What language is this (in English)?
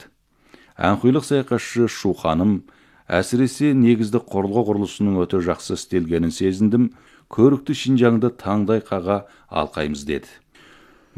Kazakh